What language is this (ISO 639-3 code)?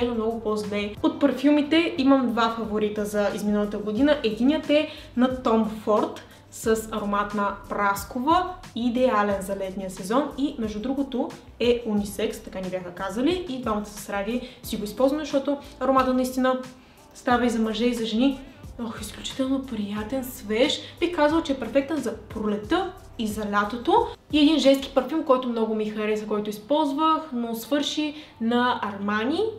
bul